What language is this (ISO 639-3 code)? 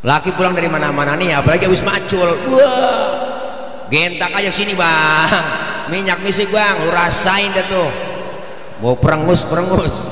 bew